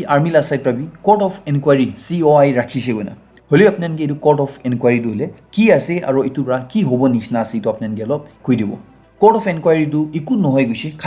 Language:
Naga Pidgin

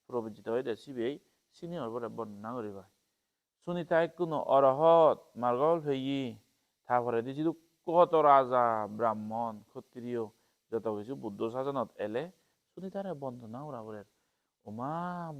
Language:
Chakma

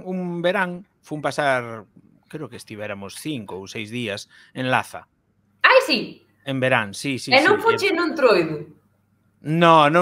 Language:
Galician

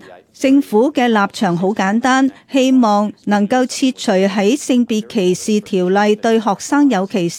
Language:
Cantonese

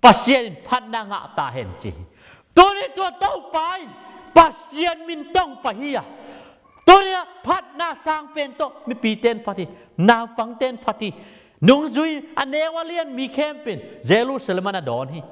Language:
Tedim Chin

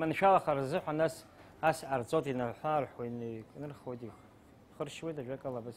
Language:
Abkhazian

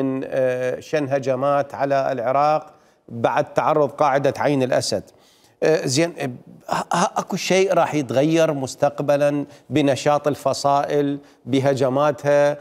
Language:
Mesopotamian Arabic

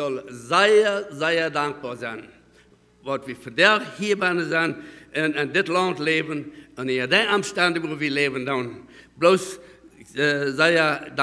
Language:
Plautdietsch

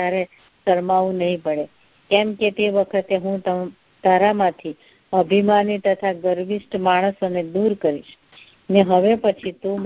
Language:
Gujarati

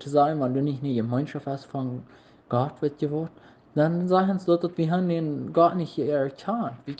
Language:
Plautdietsch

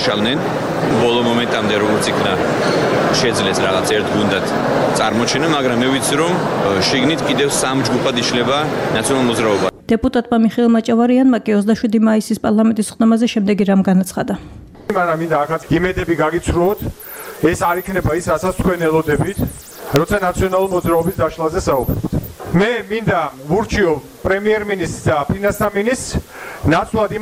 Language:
Georgian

